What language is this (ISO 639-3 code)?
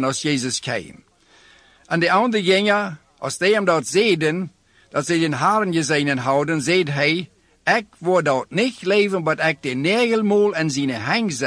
nld